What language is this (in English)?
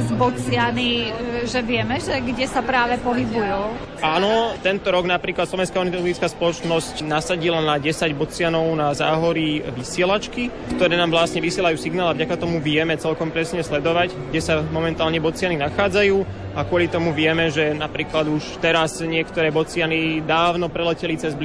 Slovak